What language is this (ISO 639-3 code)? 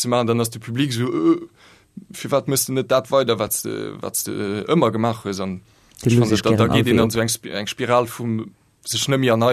ltz